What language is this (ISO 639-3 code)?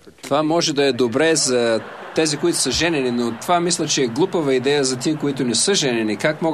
bul